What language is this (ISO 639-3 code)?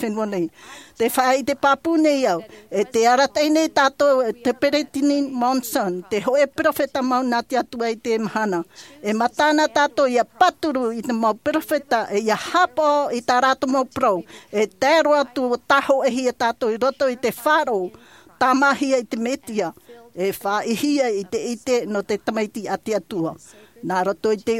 tah